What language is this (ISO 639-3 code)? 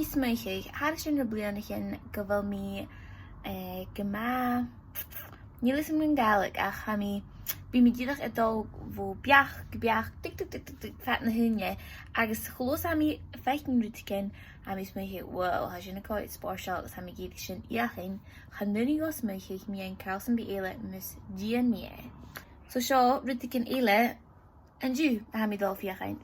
gla